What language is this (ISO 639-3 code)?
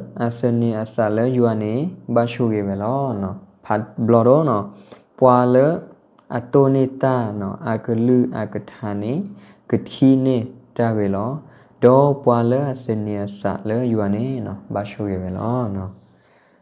ksw